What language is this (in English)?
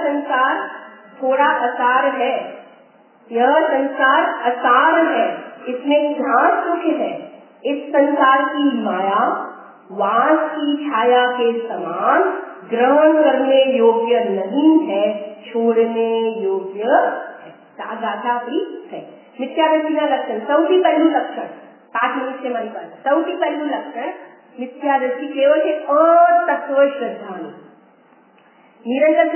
Gujarati